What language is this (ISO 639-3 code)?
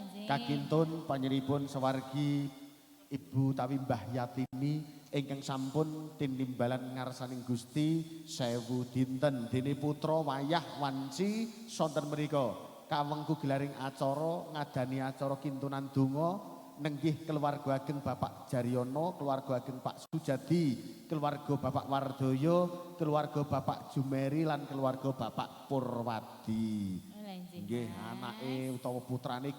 jav